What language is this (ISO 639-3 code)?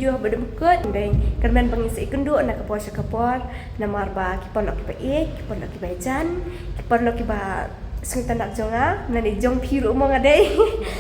kha